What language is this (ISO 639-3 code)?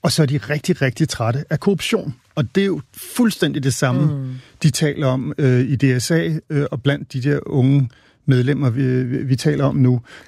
dan